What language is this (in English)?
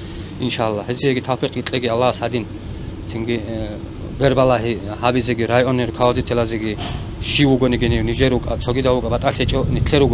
Avaric